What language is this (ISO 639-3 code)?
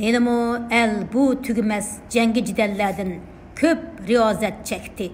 uig